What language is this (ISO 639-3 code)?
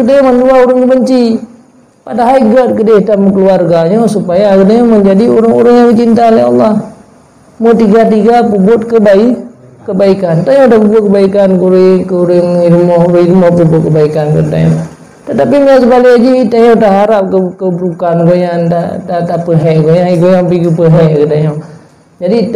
ace